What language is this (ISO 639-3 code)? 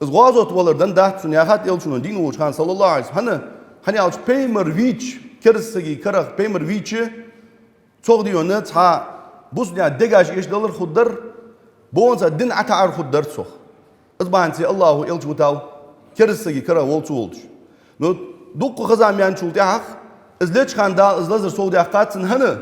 inh